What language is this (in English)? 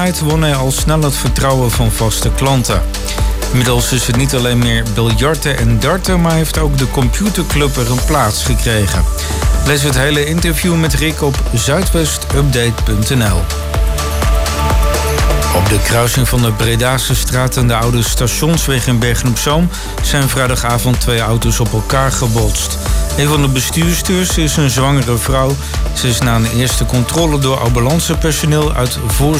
Dutch